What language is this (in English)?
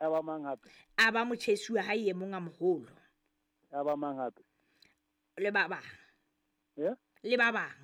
Southern Sotho